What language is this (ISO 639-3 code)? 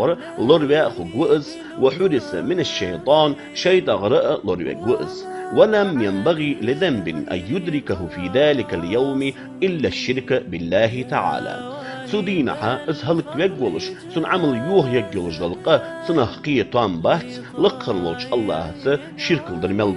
inh